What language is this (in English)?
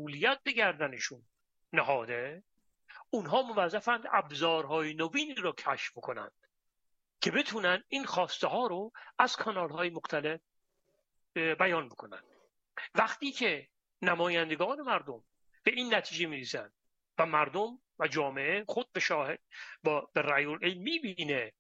Persian